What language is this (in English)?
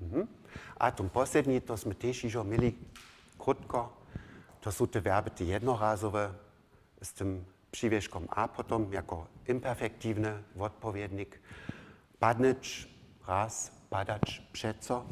Upper Sorbian